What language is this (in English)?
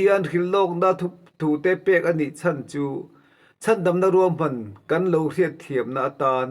Mizo